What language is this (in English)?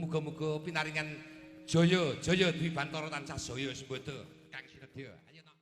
Javanese